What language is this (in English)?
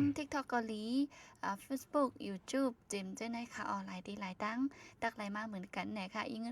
Shan